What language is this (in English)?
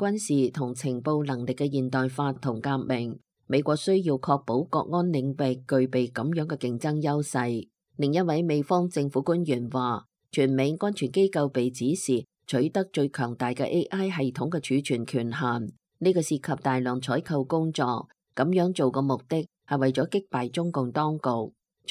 Cantonese